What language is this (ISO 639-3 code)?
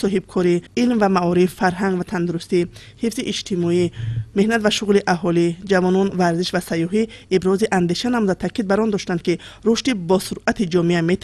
tgk